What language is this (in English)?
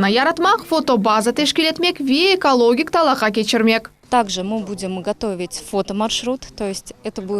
Crimean Tatar